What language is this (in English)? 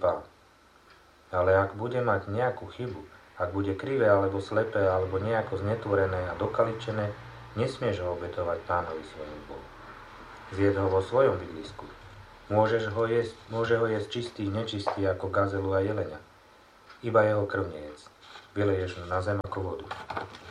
Slovak